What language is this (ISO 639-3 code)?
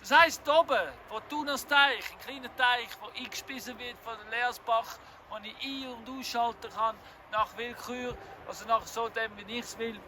gsw